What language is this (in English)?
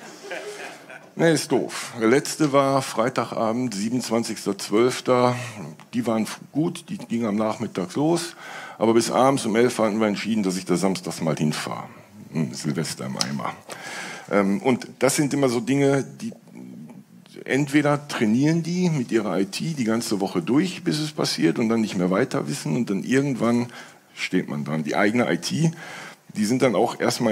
German